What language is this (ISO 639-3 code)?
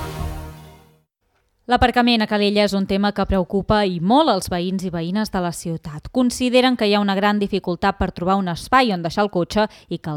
cat